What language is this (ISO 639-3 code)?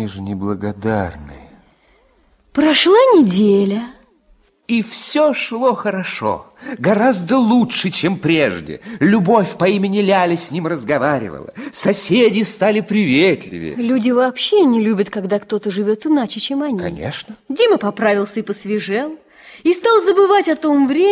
rus